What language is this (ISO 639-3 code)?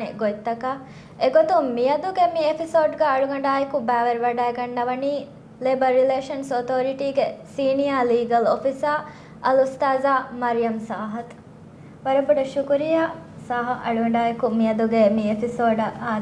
div